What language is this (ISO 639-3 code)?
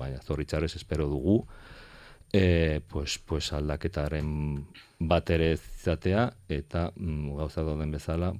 eus